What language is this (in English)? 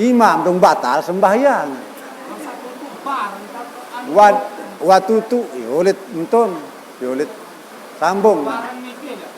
Sasak